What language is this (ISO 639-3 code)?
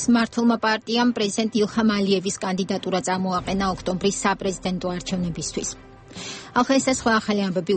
kat